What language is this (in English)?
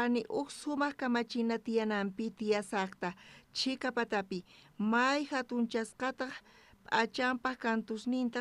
South Bolivian Quechua